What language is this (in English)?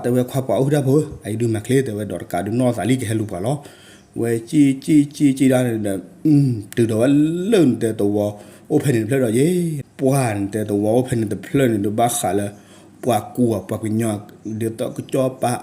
S'gaw Karen